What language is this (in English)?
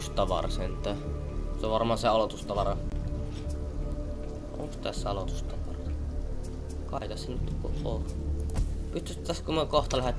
Finnish